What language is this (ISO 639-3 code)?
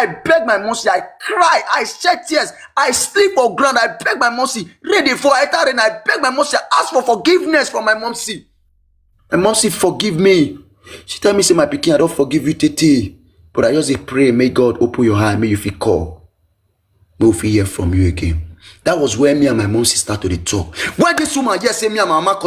pcm